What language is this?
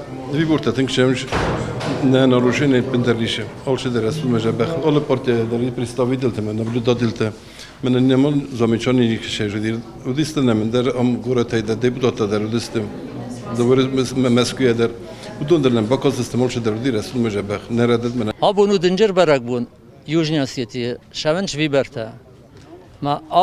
Ossetic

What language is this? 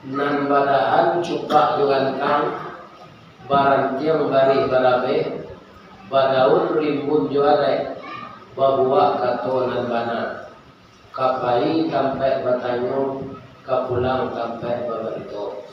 Minangkabau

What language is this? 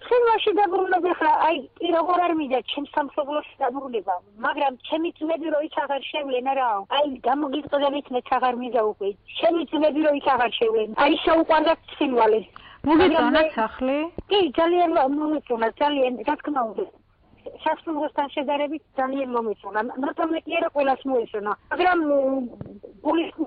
Georgian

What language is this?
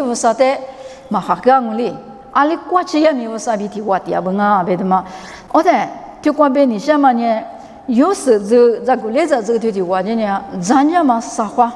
Lisu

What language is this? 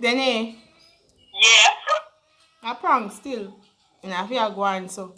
Jamaican Creole English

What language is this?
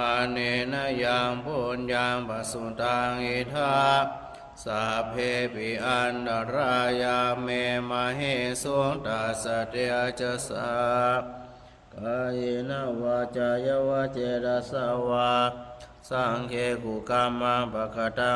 Pali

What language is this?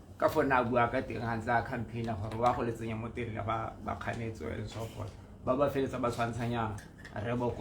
Tswana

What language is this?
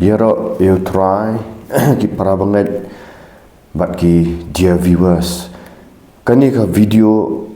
Khasi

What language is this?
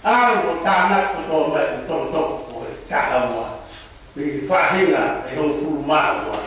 Tongan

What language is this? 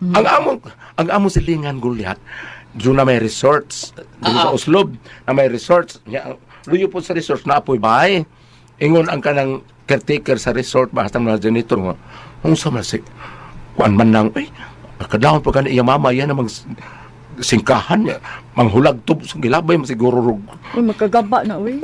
Cebuano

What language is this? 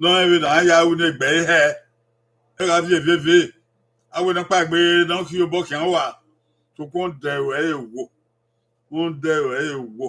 Bini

